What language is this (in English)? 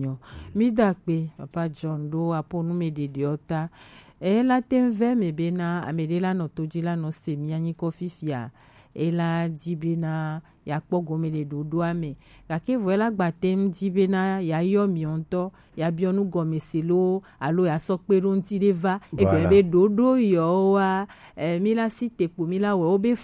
Gen